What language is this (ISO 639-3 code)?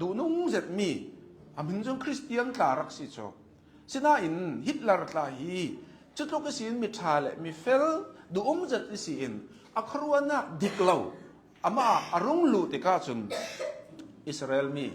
cnh